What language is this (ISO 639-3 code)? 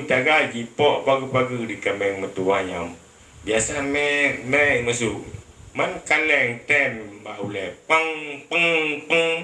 ace